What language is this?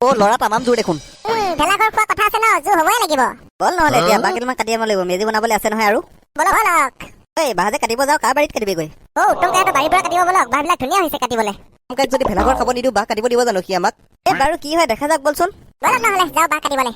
Assamese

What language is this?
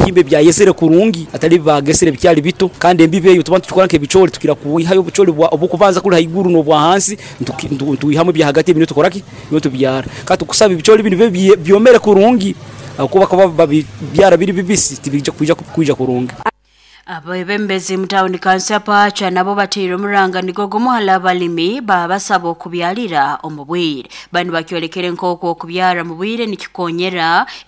Nyankole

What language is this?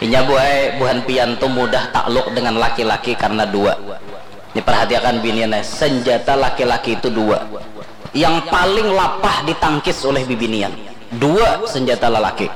Banjar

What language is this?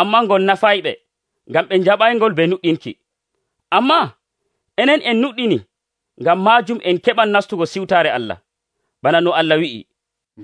Nigerian Fulfulde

